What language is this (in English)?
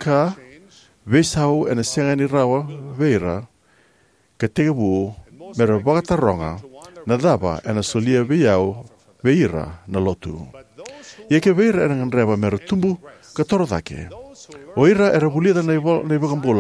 Fijian